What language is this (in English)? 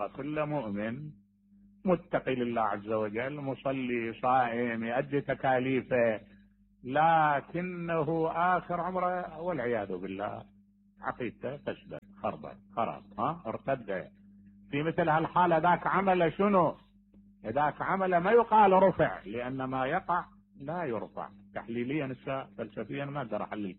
Mesopotamian Arabic